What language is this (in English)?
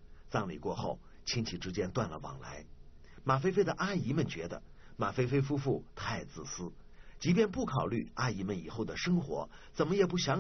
Chinese